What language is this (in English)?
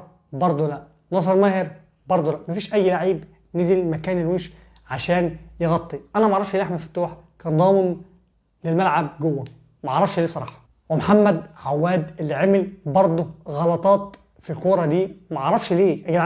Egyptian Arabic